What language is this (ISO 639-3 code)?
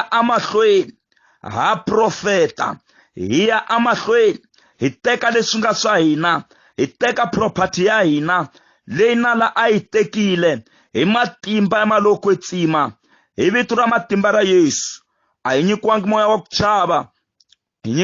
tso